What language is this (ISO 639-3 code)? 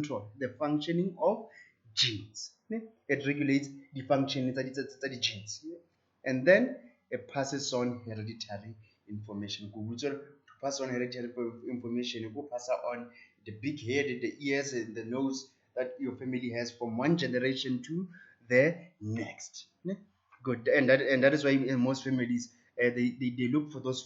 tsn